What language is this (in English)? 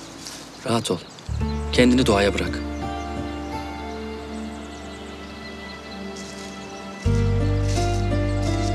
Turkish